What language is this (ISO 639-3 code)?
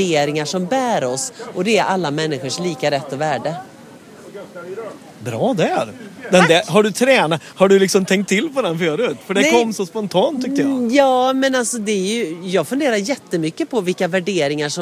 swe